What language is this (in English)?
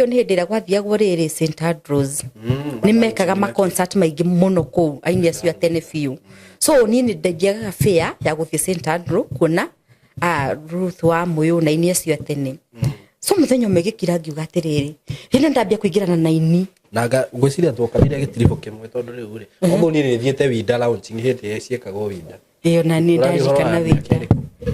Kikuyu